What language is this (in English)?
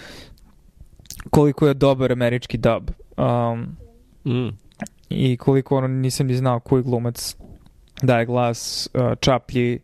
Serbian